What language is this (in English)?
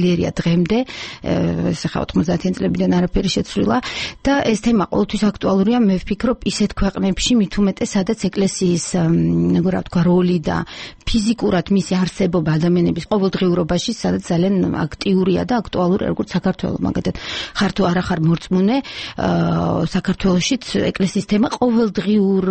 Georgian